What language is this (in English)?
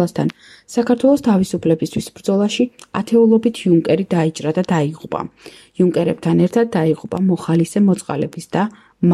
Georgian